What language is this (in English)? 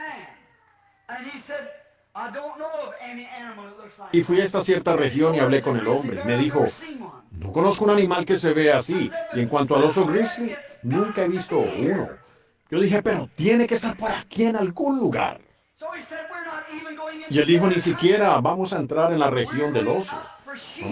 Spanish